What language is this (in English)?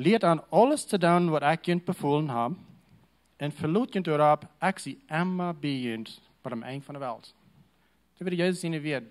Plautdietsch